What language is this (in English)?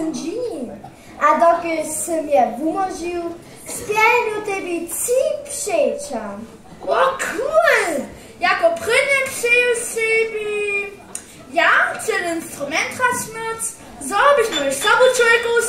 Upper Sorbian